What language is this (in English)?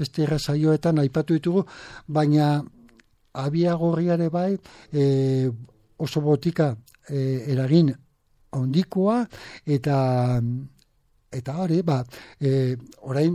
Basque